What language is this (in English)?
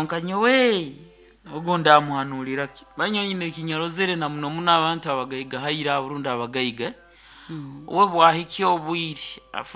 Nyoro